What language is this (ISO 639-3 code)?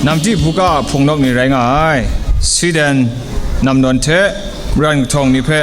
kac